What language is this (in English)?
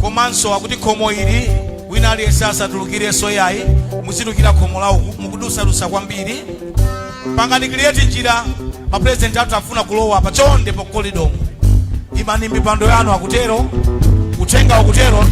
Nyanja